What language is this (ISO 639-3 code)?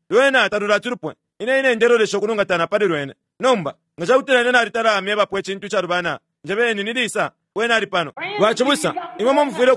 bem